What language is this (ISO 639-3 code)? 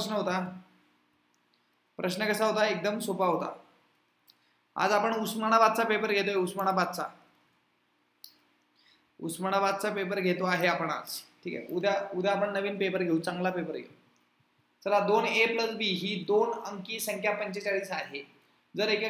mar